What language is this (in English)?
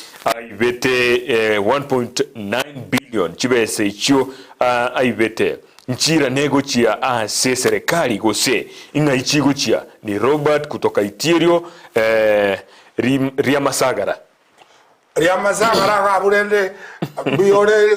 Gusii